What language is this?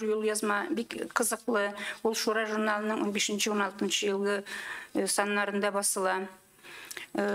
Tatar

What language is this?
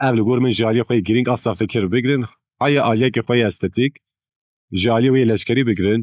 Kurdish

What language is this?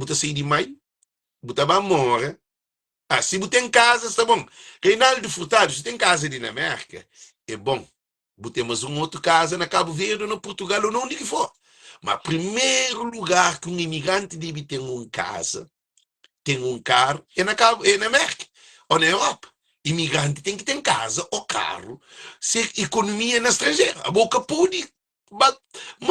Kabuverdianu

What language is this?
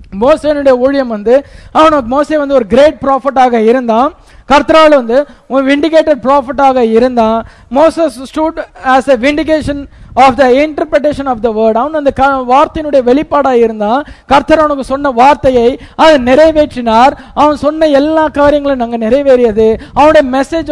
Tamil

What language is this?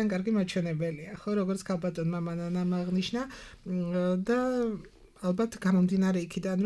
Georgian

